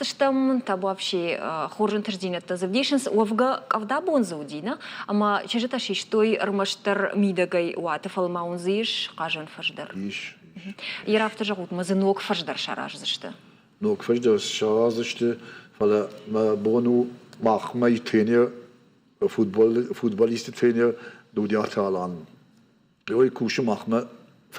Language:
Ossetic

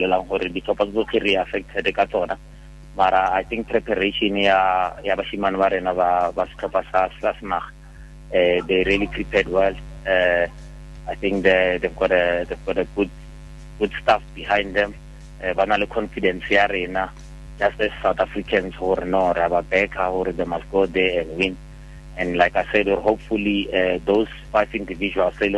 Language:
Tswana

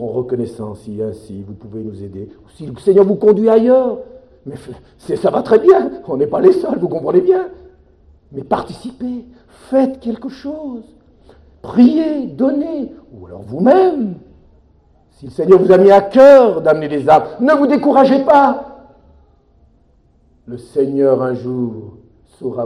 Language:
French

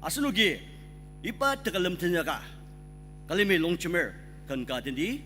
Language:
Ao Naga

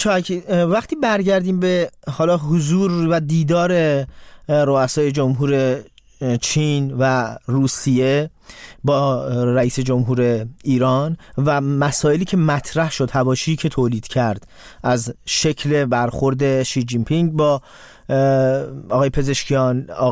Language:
Persian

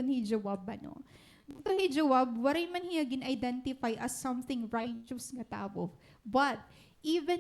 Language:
Waray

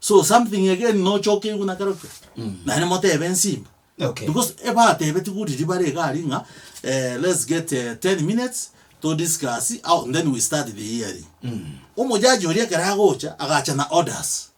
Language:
Gusii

